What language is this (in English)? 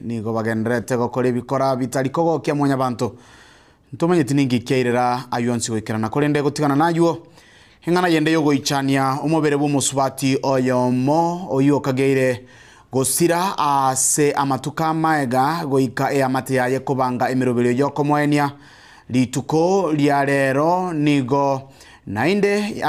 Gusii